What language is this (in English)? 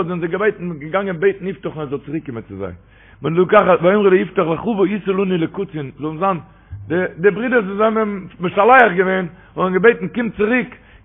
Yiddish